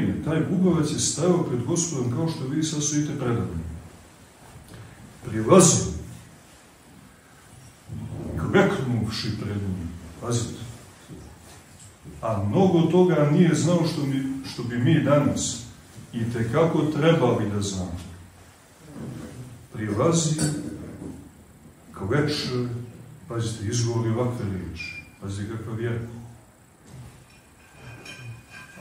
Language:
Serbian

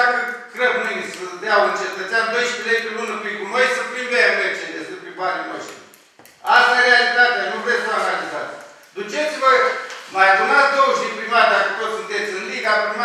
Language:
Romanian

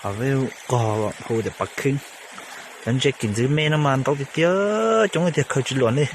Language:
Hmong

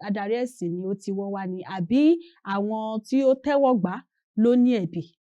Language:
Yoruba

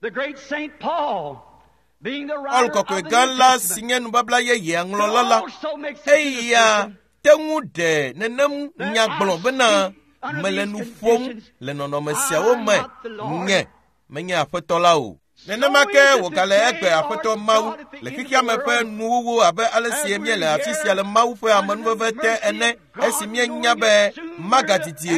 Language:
Ewe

